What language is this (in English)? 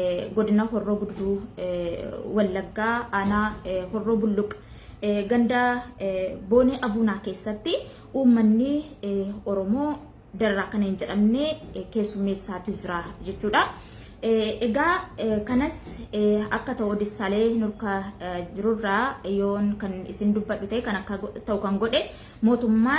Oromo